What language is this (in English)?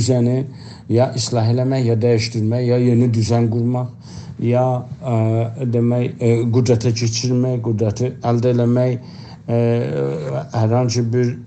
South Azerbaijani